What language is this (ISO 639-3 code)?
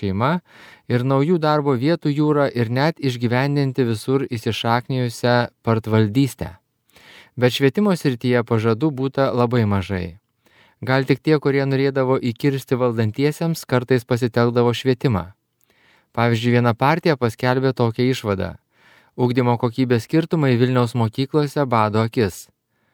lit